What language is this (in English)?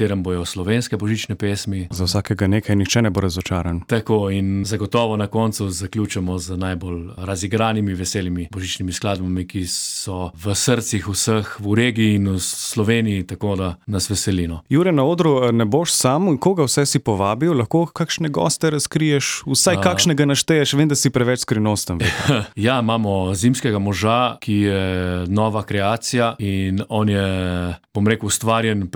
Slovenian